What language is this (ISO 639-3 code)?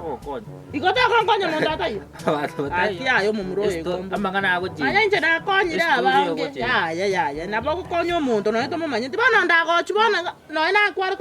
guz